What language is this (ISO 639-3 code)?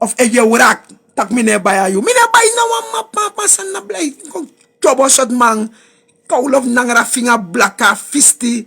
srn